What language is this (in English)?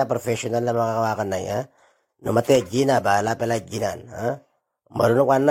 Itawit